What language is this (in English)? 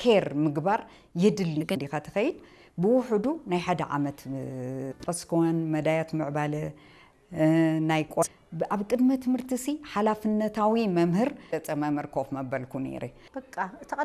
Tigrinya